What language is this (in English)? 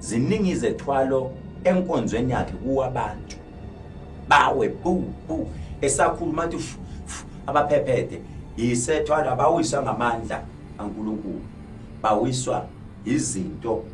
Zulu